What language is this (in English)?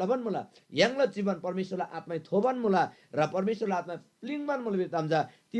Eastern Tamang